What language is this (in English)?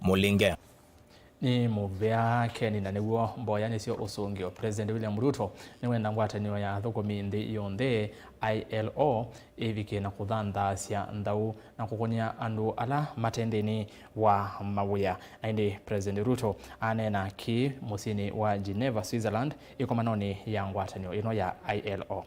Kamba